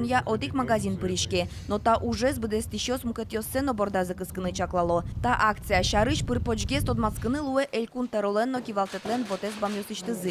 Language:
Udmurt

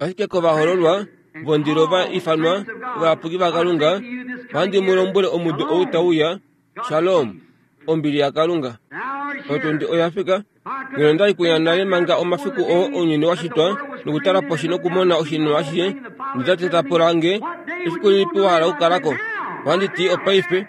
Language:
Kuanyama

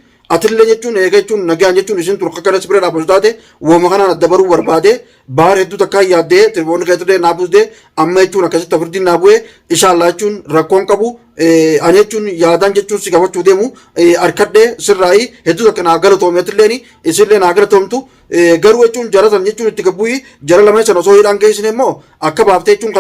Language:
Oromo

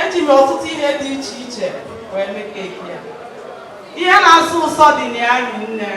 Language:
Igbo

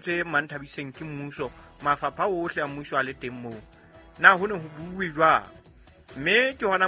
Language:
Southern Sotho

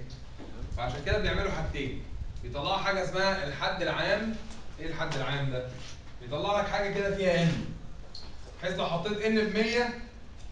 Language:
Egyptian Arabic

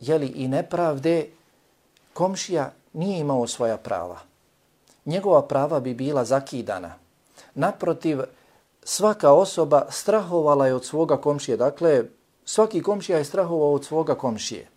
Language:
Bosnian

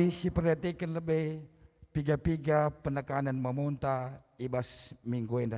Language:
Batak Karo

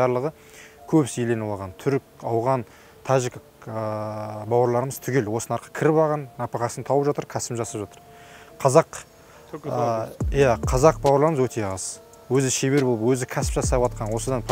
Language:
Kazakh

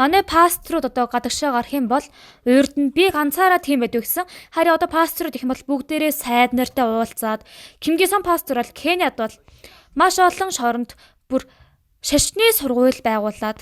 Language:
Mongolian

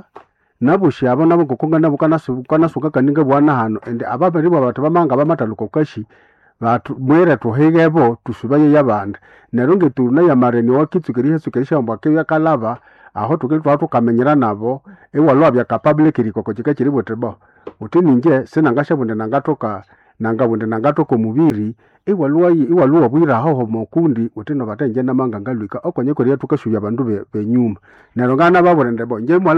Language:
Nande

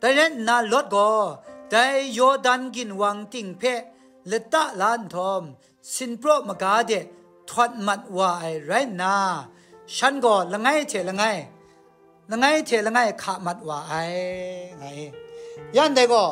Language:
Kachin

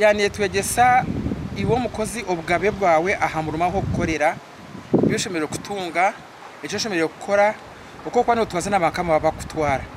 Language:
Nyankole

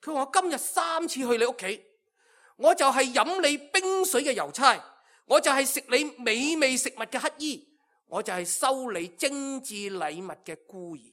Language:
Cantonese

